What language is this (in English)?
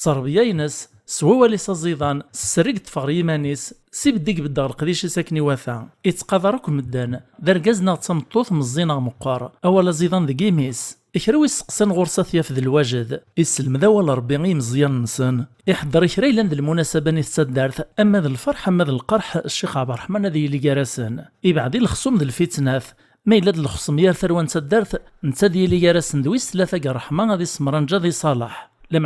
Kabyle